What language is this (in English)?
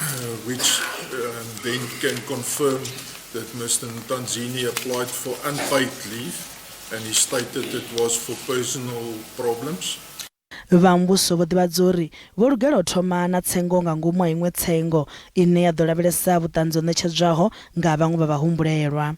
Venda